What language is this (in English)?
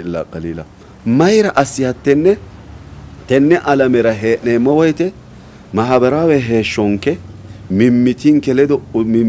Sidamo